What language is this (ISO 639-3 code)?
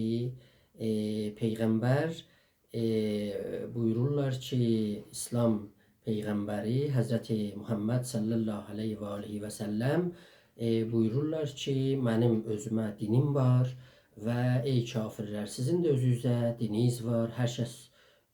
azb